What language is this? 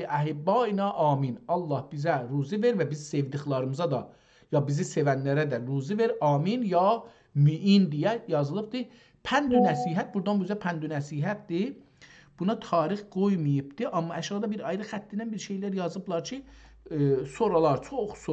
South Azerbaijani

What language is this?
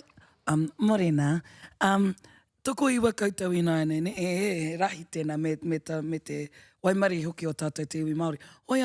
Māori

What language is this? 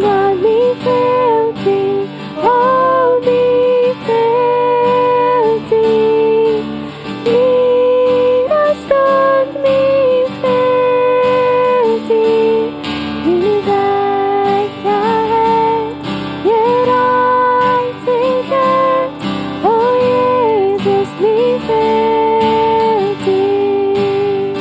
Plautdietsch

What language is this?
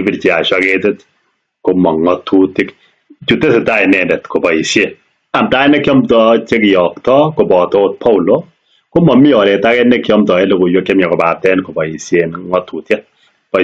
Kalenjin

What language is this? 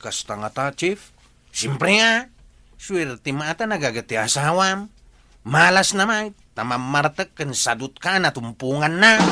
Iloko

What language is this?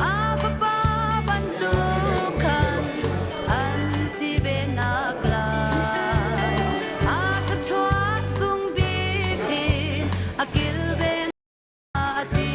Hakha Chin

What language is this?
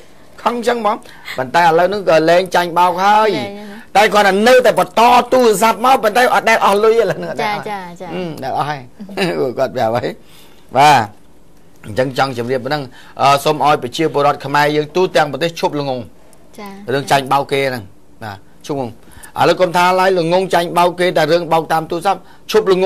Khmer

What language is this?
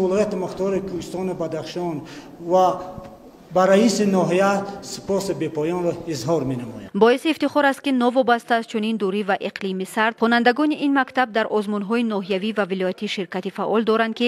Tajik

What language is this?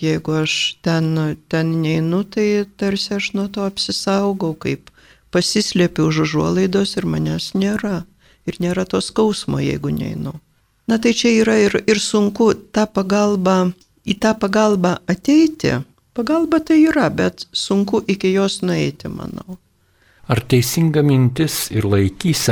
Lithuanian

